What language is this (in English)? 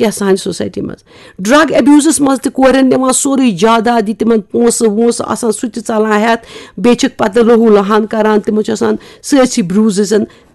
Kashmiri